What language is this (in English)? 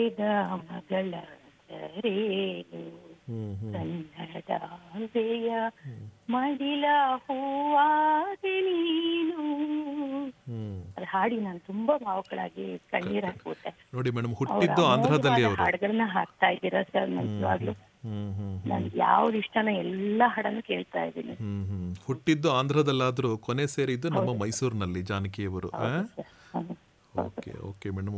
Kannada